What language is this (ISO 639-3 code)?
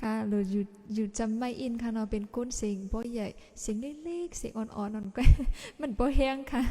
shn